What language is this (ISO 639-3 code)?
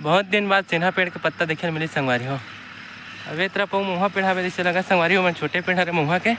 hne